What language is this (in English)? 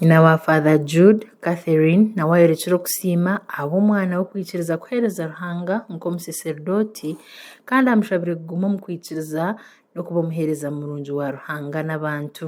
Nyankole